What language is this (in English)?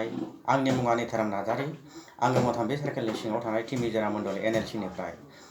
Bodo